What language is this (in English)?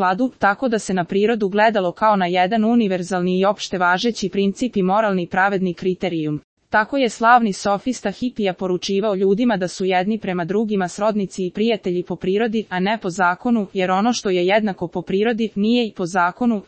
Serbian